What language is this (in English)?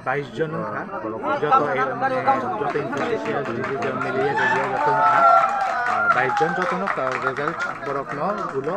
Kok Borok